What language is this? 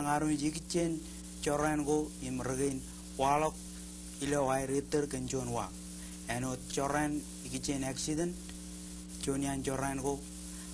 Marshallese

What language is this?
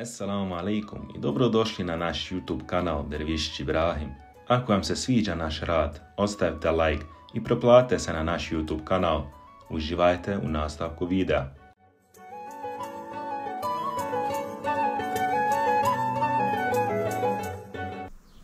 Bosnian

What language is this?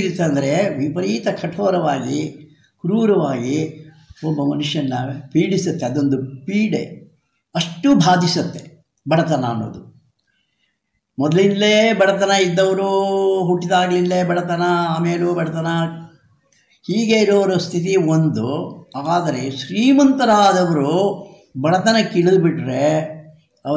Kannada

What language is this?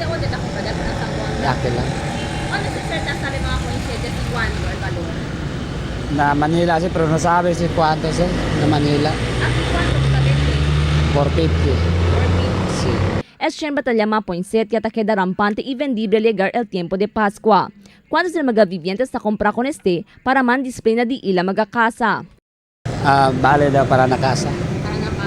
Chavacano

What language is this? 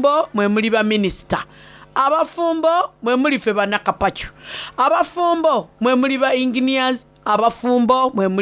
Soga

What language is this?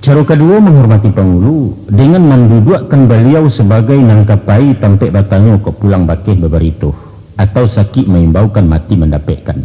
Minangkabau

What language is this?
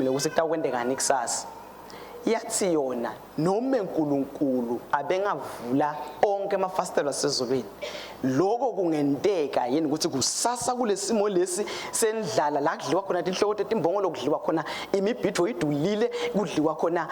Swati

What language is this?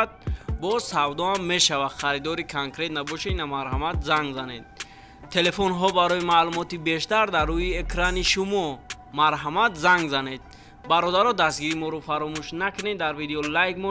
Tajik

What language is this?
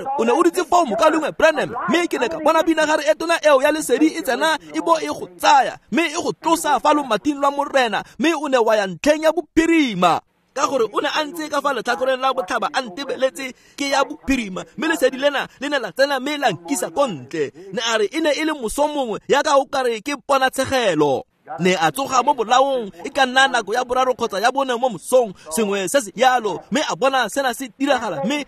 Tswana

